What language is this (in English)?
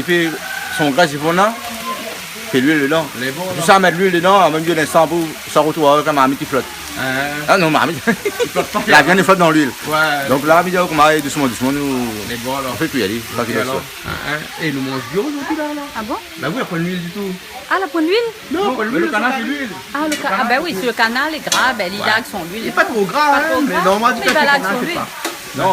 Réunion Creole French